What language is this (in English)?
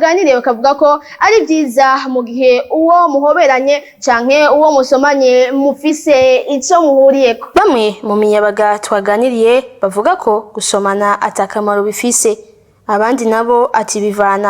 Rundi